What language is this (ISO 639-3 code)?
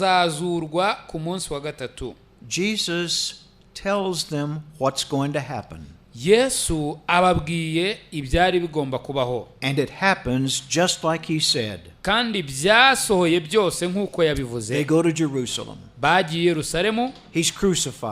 kin